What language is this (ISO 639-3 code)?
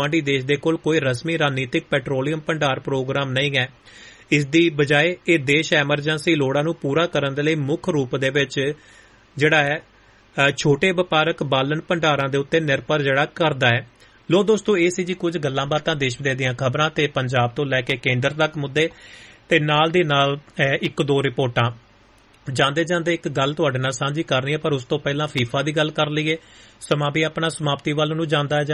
pan